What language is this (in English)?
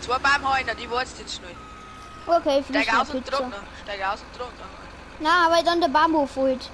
Bavarian